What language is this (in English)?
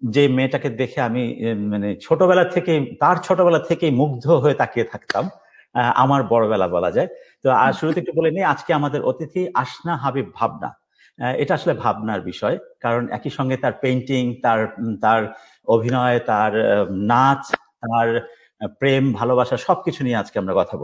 Bangla